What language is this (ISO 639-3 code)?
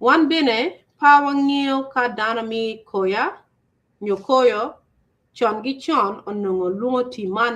ach